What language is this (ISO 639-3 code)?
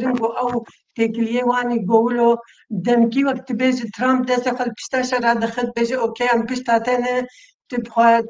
kur